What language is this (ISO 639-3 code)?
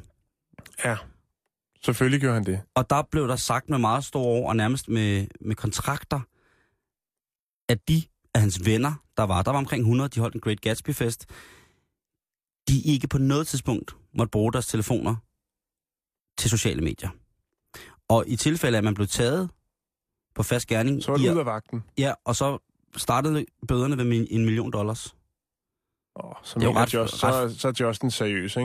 dan